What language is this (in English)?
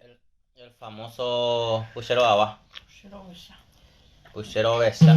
Guarani